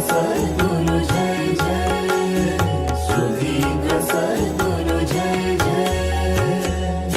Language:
Konkani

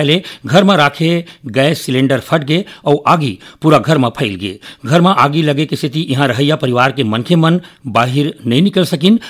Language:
Chhattisgarhi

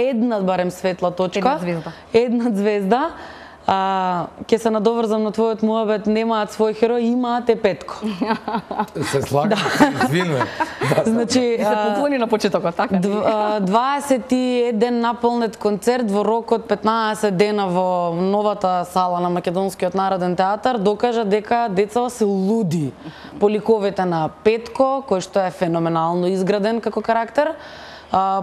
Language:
Macedonian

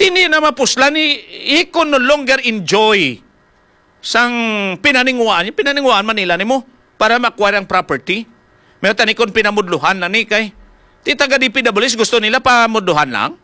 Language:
Hiligaynon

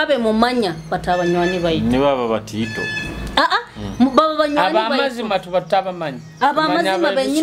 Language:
Nyoro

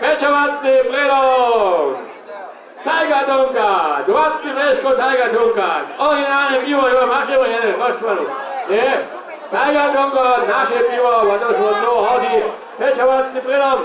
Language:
Upper Sorbian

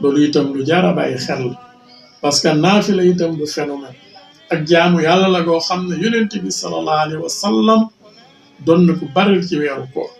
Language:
Wolof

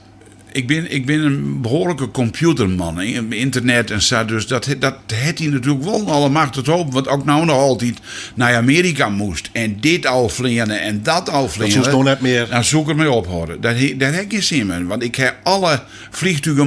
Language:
Western Frisian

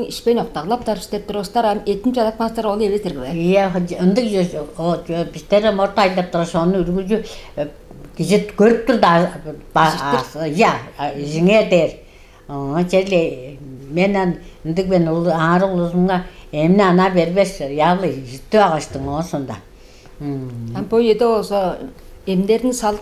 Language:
Tuvinian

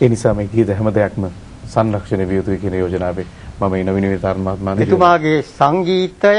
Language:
Sinhala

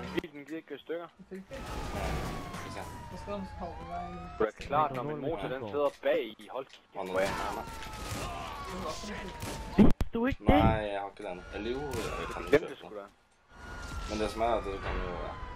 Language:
Norwegian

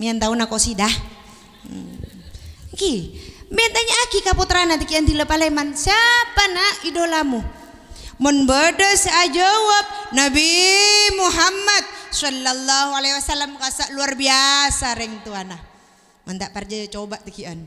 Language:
Madurese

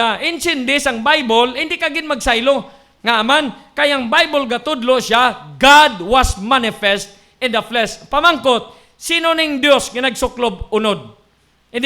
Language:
Hiligaynon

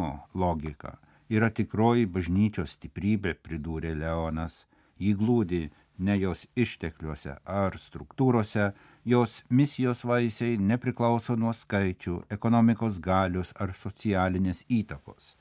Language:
Lithuanian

